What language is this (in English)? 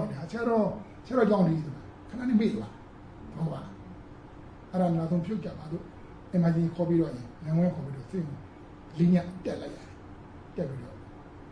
Burmese